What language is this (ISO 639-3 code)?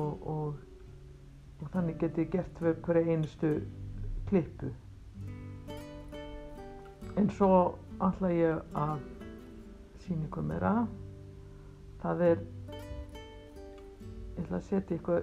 isl